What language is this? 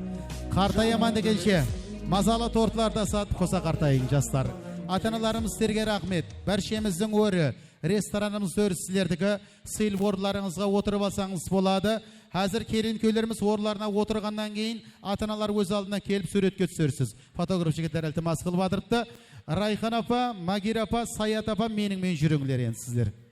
Kara-Kalpak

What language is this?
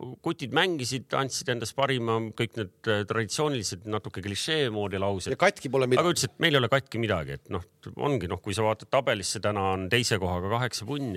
Estonian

